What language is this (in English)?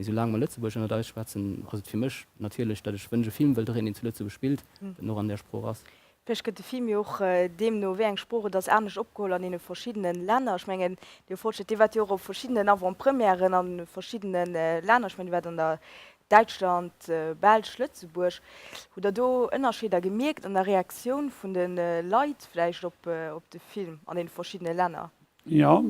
Luxembourgish